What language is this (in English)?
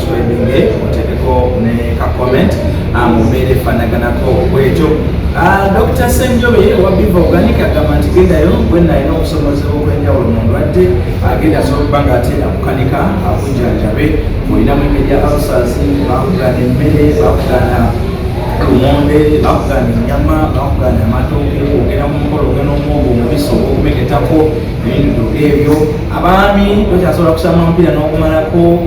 Ganda